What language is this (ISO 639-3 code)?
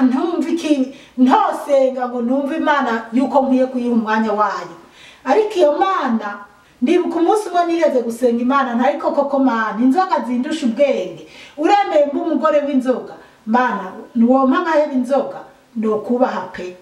run